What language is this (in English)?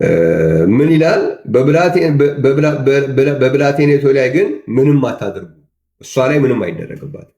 Amharic